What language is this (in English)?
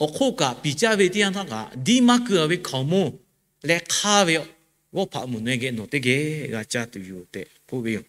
Lahu